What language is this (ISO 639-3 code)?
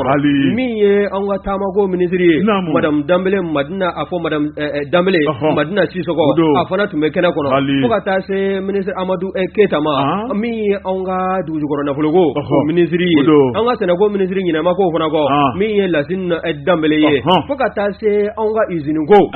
bam